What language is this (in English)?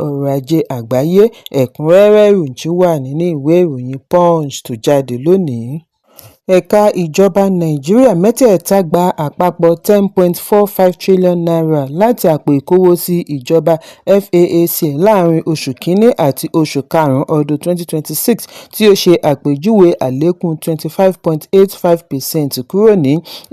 Yoruba